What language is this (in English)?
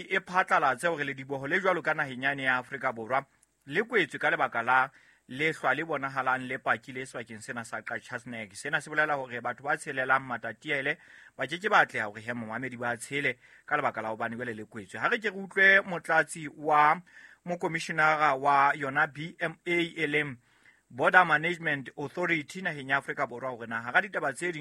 Southern Sotho